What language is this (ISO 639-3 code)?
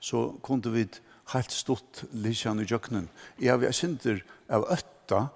fao